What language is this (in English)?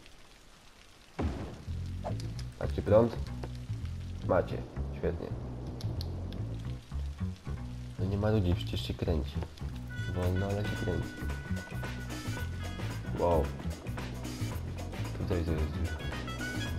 Polish